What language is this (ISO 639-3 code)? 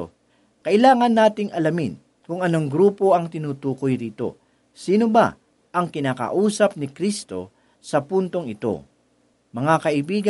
fil